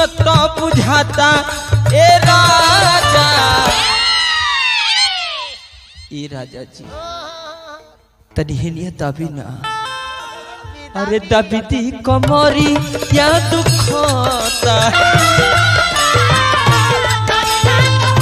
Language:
Bhojpuri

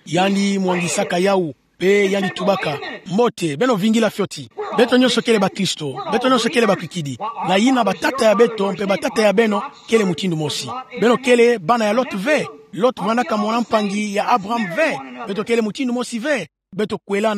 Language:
Kituba (Democratic Republic of Congo)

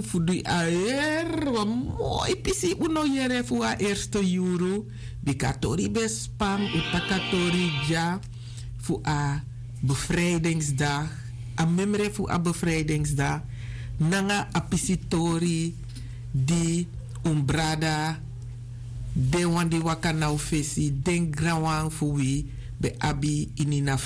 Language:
Sranan Tongo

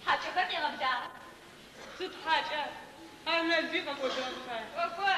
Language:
Adyghe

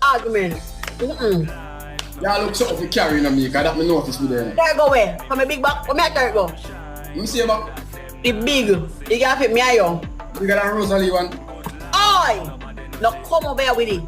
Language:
Jamaican Creole English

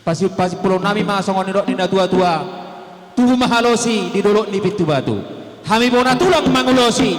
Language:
Batak Toba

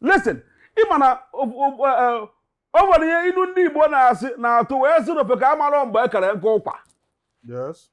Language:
Igbo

